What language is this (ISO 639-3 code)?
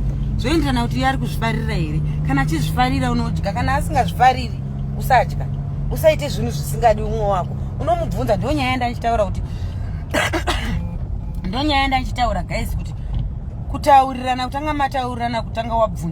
sna